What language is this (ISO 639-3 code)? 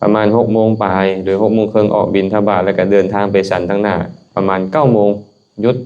lao